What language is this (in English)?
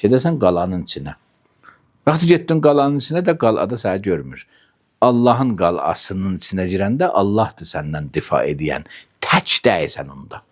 Azerbaijani